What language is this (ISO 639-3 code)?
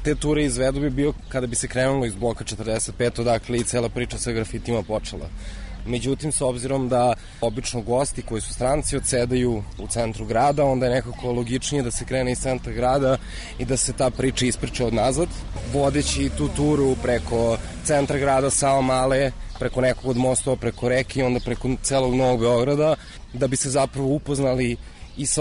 srp